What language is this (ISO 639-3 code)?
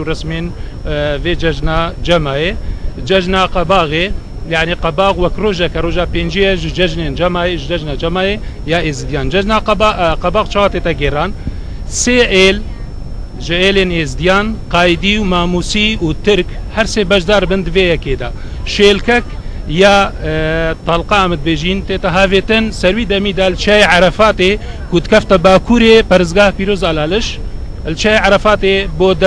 kur